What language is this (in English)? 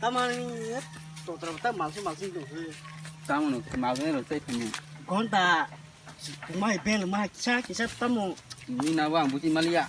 Kok Borok